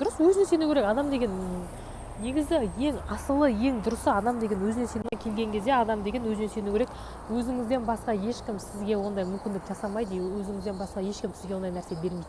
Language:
Kazakh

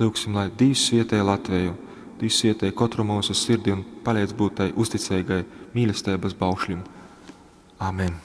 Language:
Latgalian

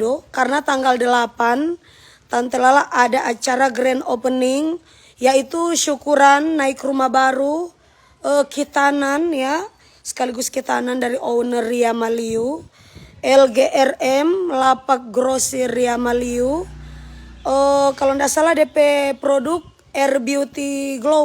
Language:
Manado Malay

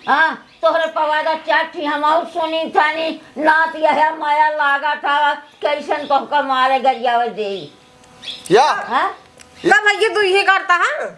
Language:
Awadhi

